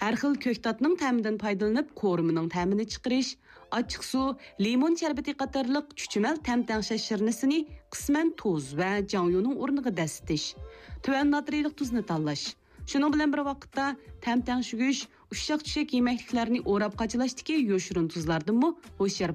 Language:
Uyghur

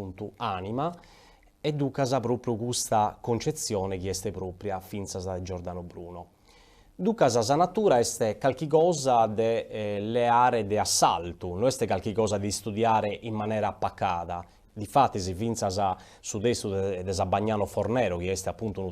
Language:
Sardinian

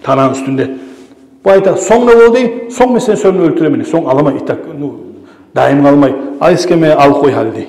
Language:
Kumyk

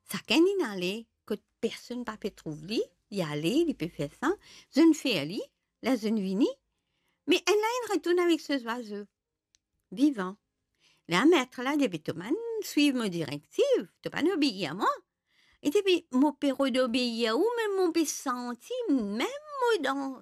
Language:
Morisyen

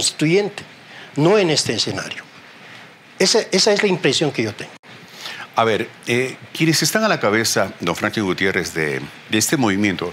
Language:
Spanish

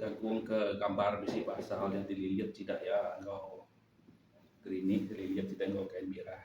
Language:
Iban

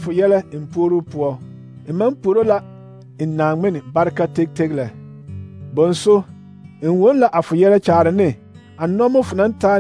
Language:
Southern Dagaare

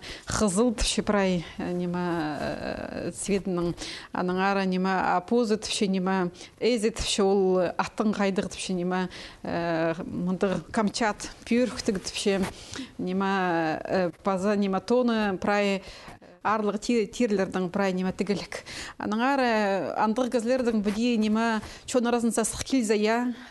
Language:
Khakas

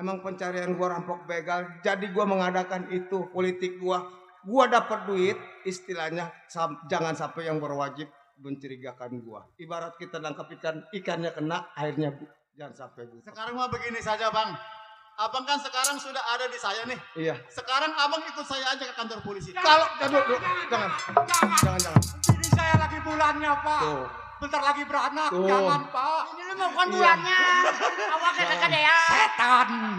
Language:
Betawi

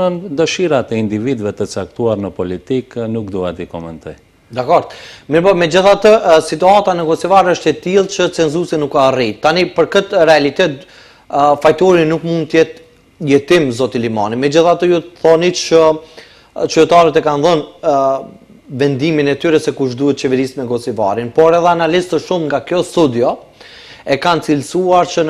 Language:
Albanian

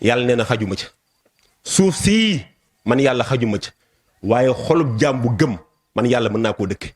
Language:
Wolof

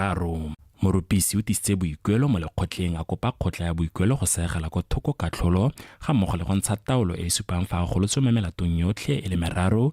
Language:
Tswana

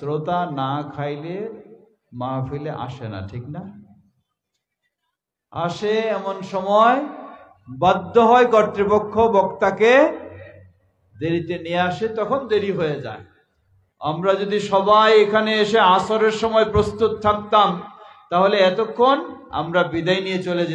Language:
Bangla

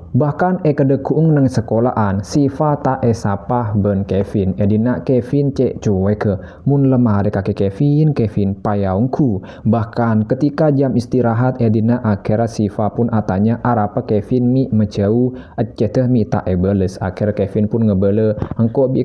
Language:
Madurese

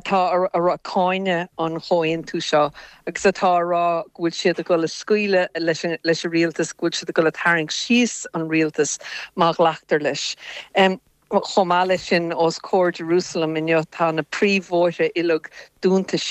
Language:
Irish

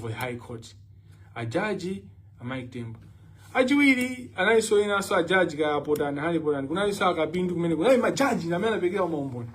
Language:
Nyanja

